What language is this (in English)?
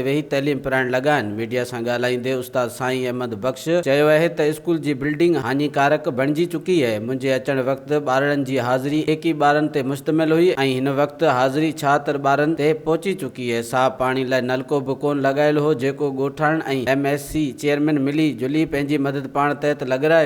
Sindhi